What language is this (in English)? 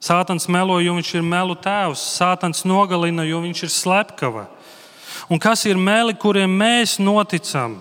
Latvian